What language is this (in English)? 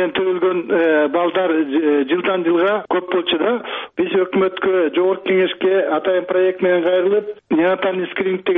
Kyrgyz